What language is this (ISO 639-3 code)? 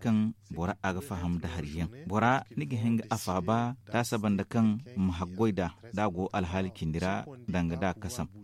dje